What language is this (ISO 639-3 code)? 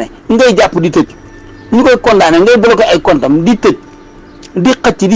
wol